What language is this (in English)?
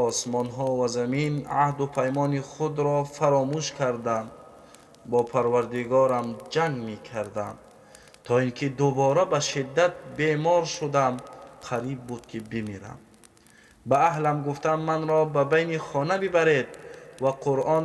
Tajik